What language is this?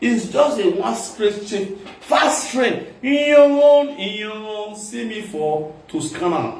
Nigerian Pidgin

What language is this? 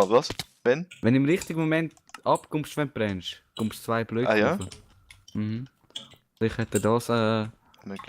Swiss German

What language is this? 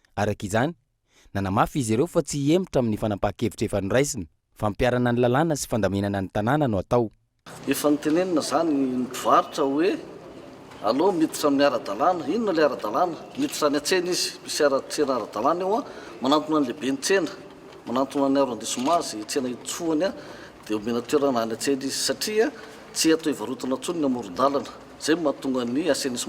Malagasy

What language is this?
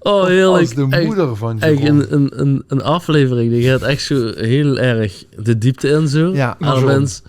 Limburgish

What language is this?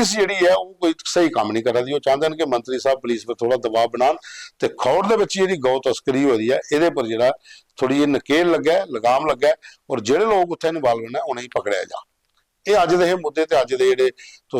Dogri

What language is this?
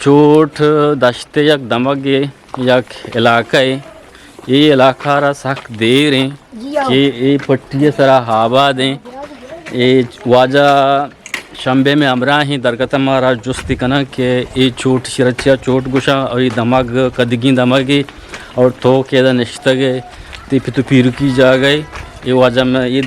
Eastern Balochi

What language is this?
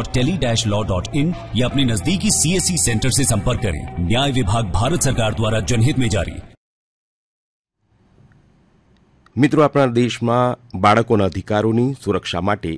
Gujarati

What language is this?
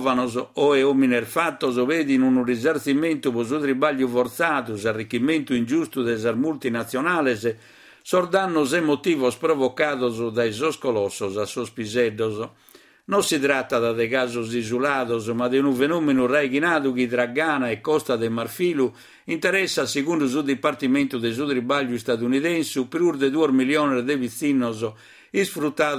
Sardinian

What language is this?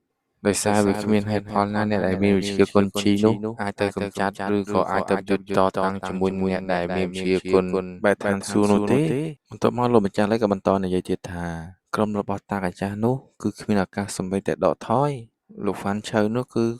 Khmer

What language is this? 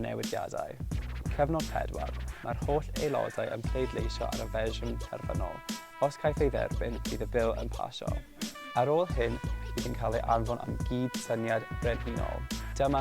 Welsh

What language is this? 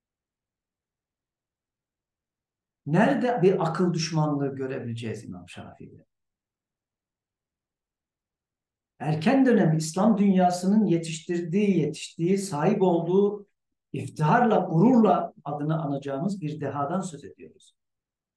Turkish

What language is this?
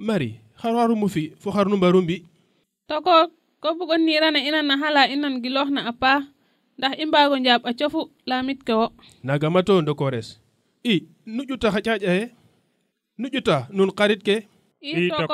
Serer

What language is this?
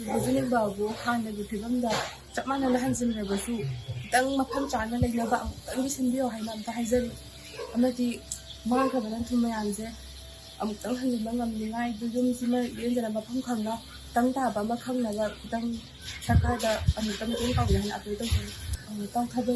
Manipuri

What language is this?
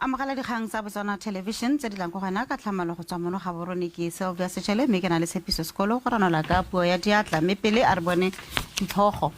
Tswana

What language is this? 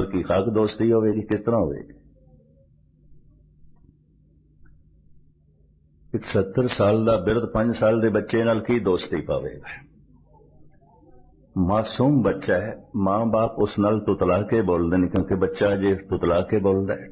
Punjabi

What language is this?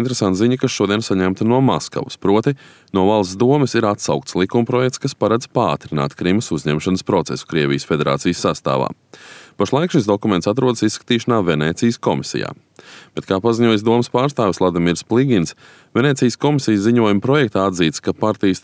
Latvian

